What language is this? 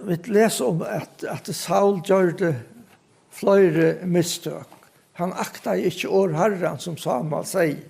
Faroese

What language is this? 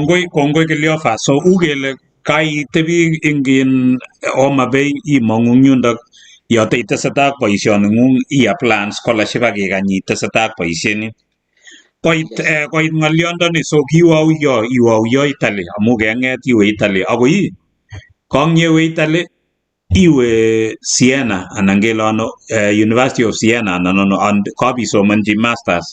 Kalenjin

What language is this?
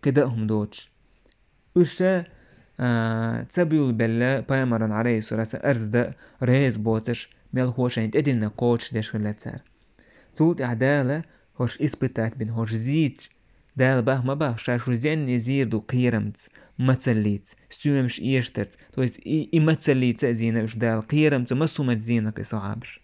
Chechen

